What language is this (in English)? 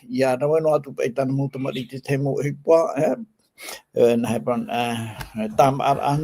Tahitian